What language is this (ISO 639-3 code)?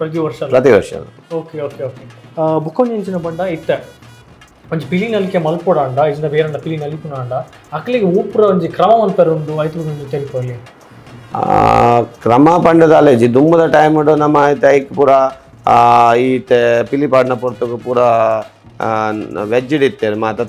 tcy